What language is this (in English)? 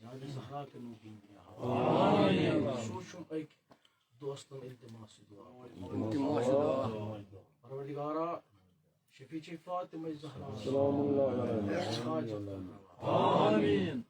Kashmiri